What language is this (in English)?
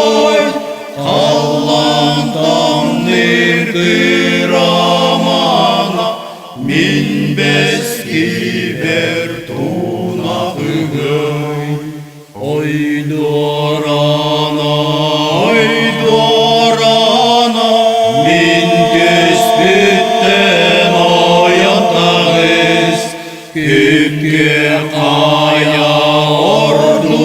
Yakut